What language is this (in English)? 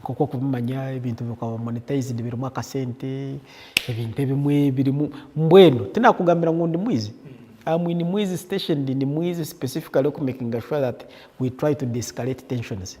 Nyankole